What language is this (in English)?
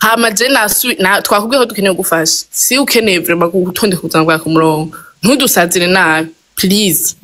Rundi